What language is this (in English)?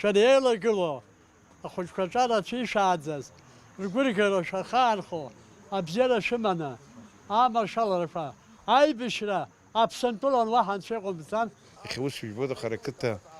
Abkhazian